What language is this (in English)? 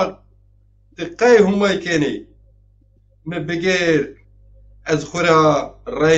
Zaza